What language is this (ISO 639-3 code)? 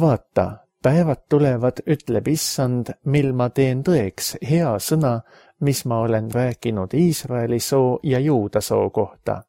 est